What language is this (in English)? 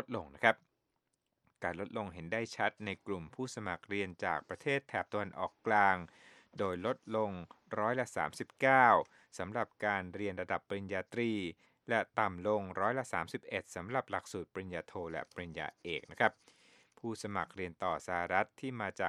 Thai